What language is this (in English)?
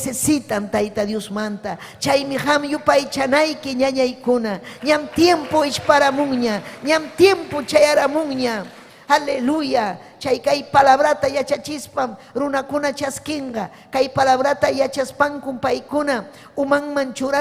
Ayacucho Quechua